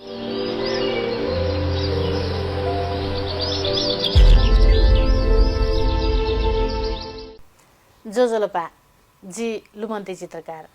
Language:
Newari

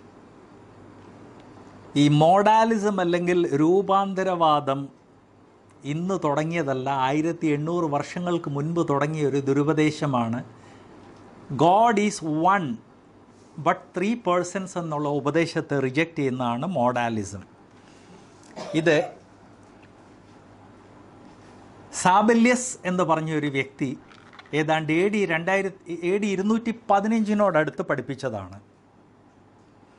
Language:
Malayalam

